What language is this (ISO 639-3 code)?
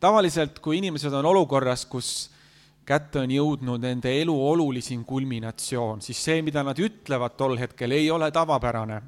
est